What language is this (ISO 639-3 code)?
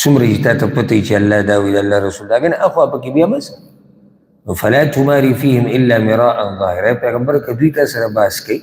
pus